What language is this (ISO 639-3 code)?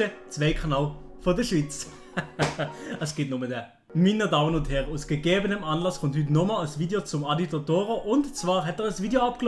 gsw